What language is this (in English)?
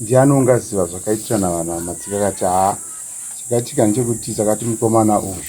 Shona